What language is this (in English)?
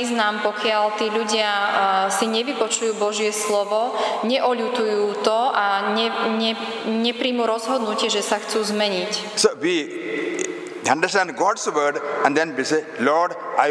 Slovak